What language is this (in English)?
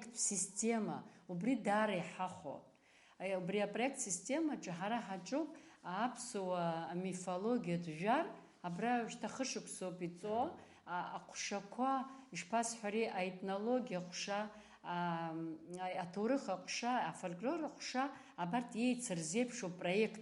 Abkhazian